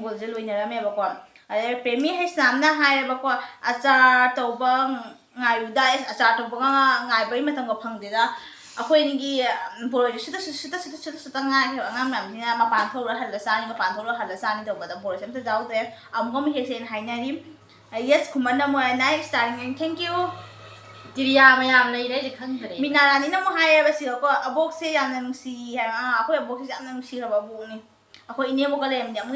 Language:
Manipuri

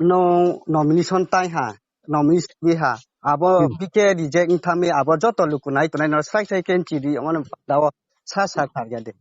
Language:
Riang (India)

